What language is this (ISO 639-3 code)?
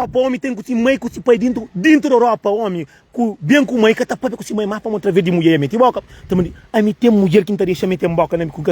kea